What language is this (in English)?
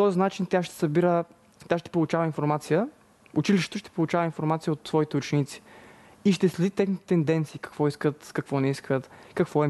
Bulgarian